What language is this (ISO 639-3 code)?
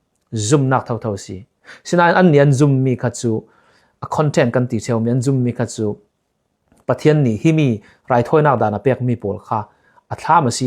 cfm